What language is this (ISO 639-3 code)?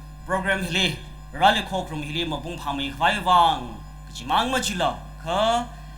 nmf